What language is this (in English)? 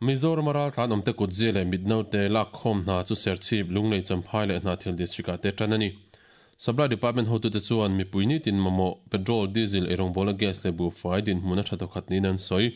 Mizo